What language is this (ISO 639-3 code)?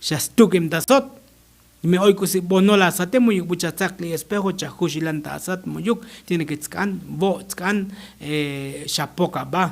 tzo